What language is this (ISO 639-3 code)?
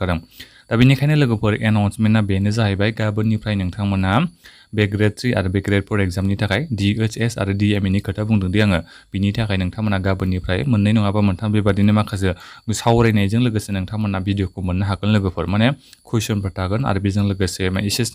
brx